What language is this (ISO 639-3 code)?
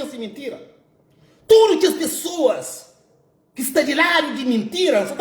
kea